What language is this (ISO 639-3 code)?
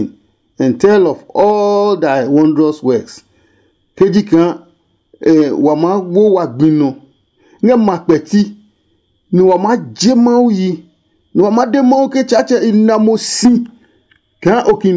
ada